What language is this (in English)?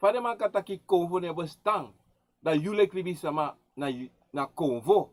Sranan Tongo